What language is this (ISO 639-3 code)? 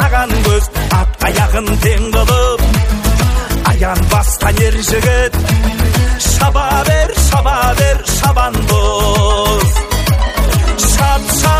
kaz